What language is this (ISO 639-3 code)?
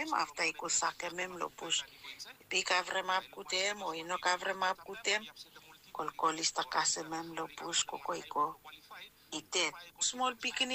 bis